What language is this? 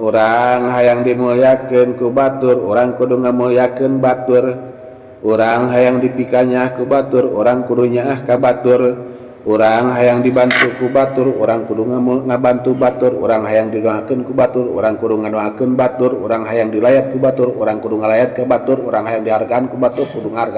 Sundanese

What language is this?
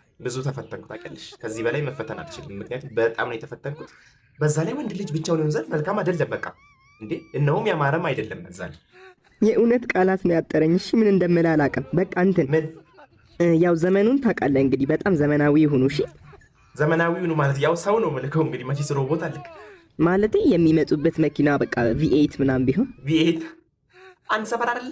Amharic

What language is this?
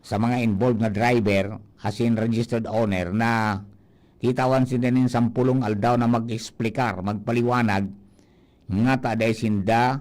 Bikol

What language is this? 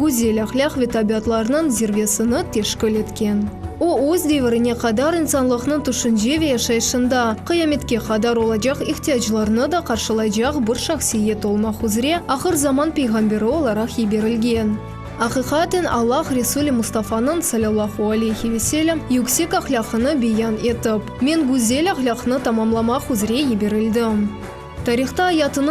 Crimean Tatar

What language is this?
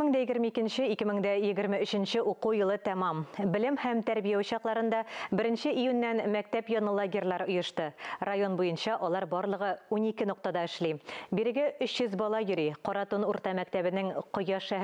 Tatar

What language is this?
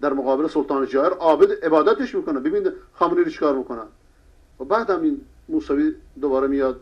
Persian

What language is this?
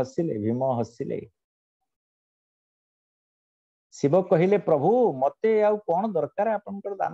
Odia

